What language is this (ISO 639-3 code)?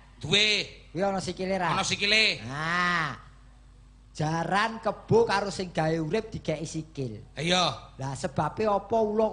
jav